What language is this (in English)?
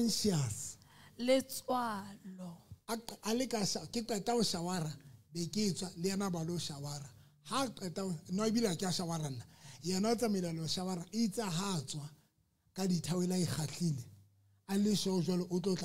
Southern Sotho